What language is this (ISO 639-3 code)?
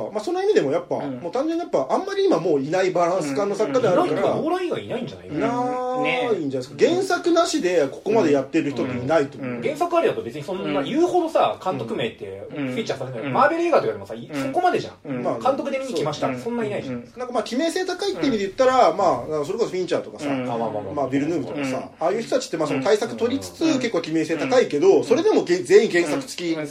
jpn